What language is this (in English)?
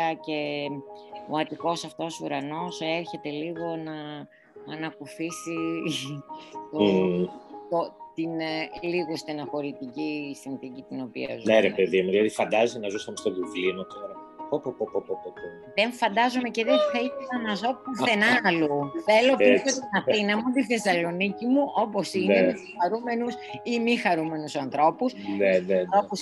Greek